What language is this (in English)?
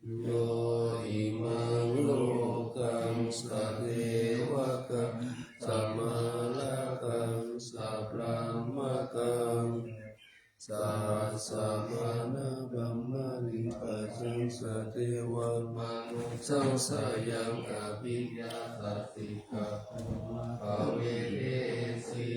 Pali